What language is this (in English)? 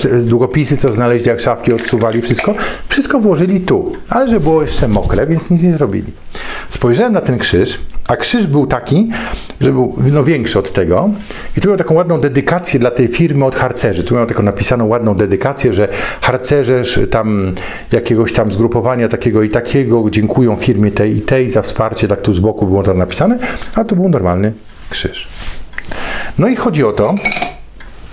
Polish